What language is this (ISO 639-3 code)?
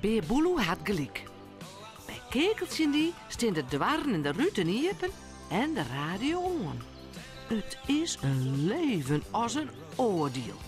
fry